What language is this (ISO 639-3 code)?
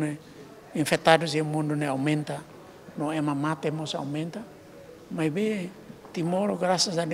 tet